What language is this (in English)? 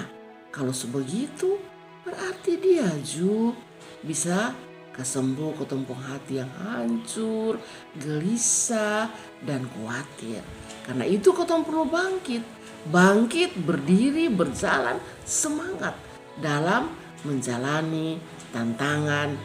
Kupang Malay